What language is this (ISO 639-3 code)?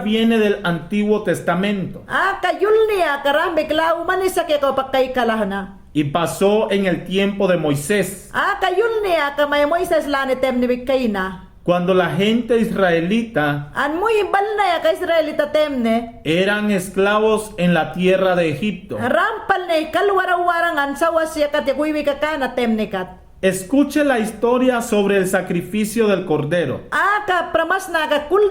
yan